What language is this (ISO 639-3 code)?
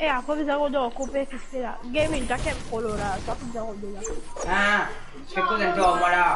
mfe